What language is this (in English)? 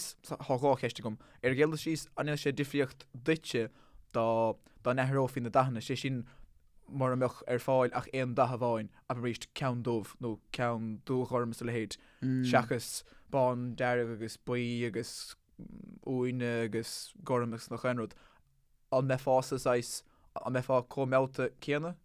Irish